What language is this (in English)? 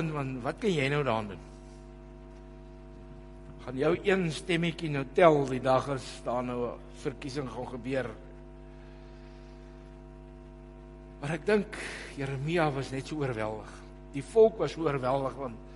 Afrikaans